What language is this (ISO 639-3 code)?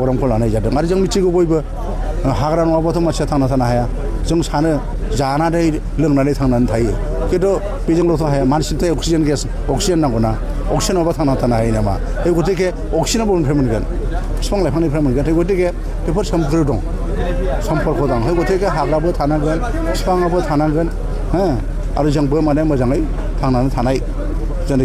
brx